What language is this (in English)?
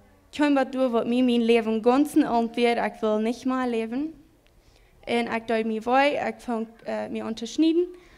Plautdietsch